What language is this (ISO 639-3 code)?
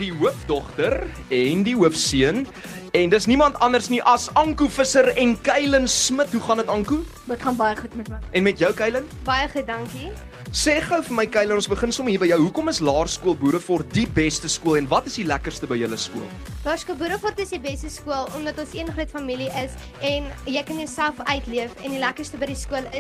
afr